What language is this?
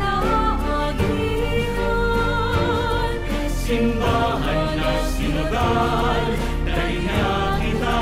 Bikol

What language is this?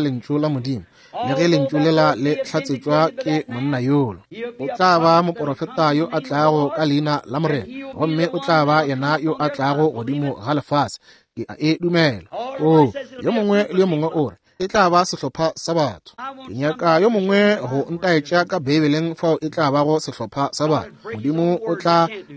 Northern Sotho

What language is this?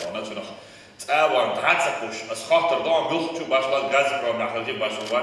Chechen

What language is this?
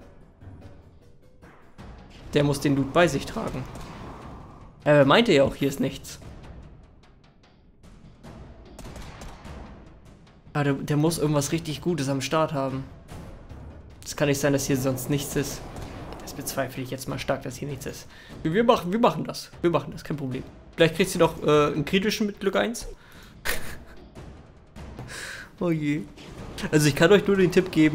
German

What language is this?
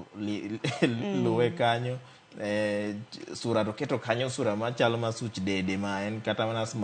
Luo (Kenya and Tanzania)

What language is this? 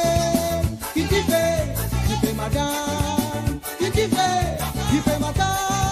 Morisyen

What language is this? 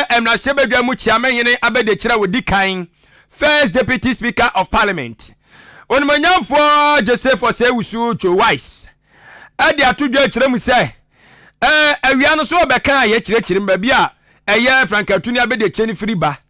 Akan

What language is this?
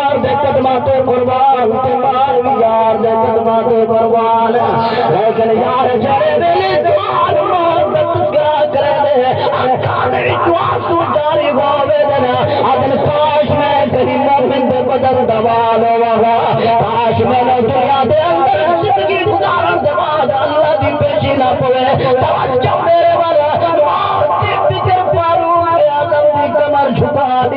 Saraiki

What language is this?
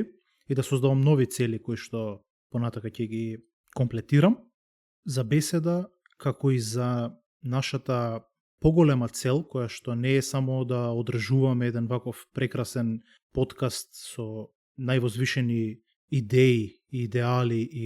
Macedonian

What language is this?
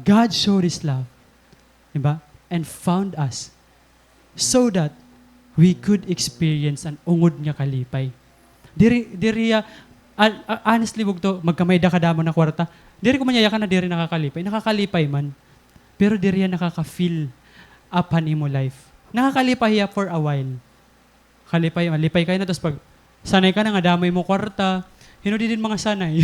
Waray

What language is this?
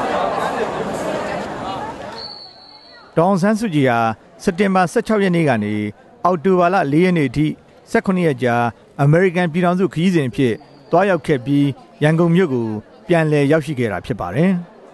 Burmese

